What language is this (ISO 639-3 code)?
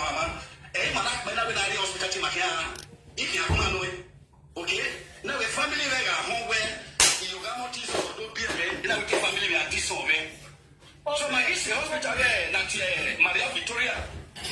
pcm